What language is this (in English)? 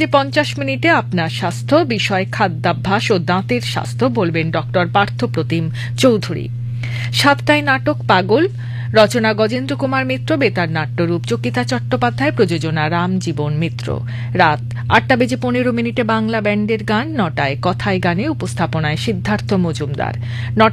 Bangla